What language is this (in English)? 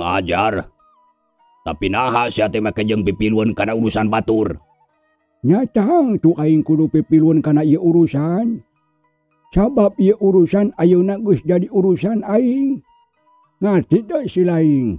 Sundanese